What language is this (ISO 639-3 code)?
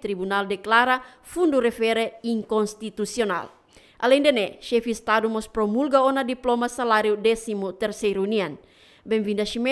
tet